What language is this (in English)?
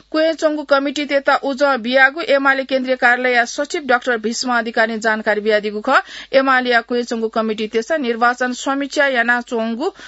Newari